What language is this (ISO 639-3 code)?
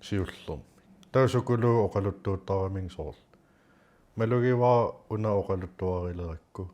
kal